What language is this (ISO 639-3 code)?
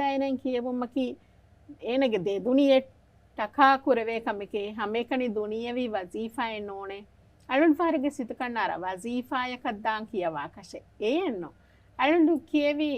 div